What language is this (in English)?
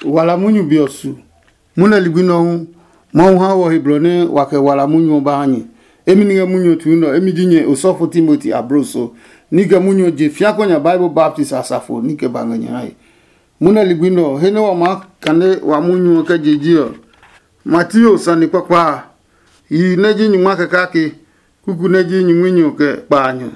Adangme